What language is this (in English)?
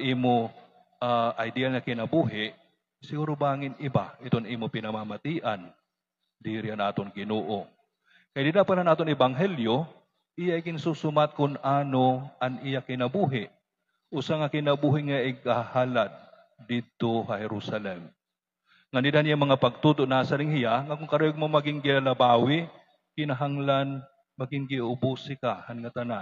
Waray